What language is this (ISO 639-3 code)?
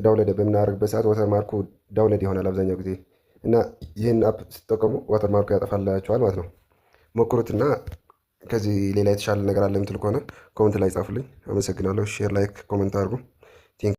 amh